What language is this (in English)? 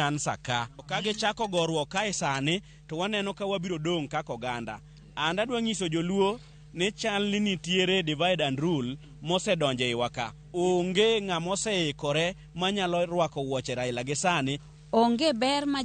Luo (Kenya and Tanzania)